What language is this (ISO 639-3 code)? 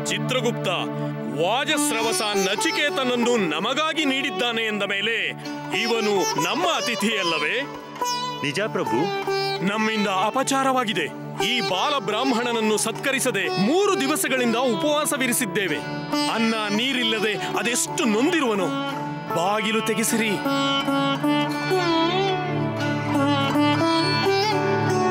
kan